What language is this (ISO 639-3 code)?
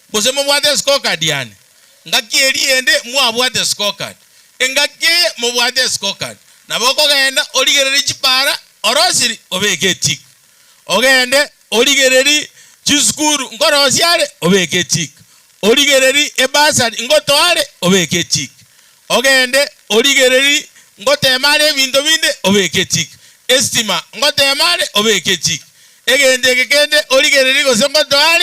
guz